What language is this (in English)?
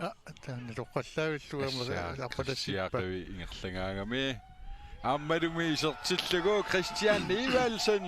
Kalaallisut